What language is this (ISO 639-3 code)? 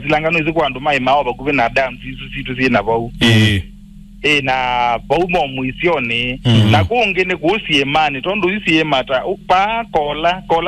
kam